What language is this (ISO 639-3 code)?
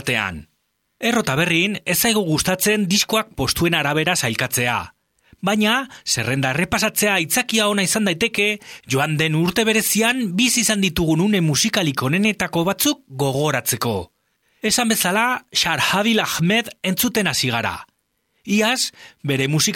eus